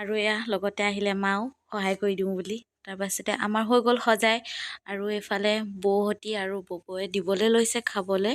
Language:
Assamese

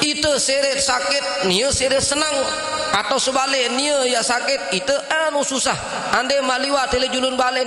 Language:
Sasak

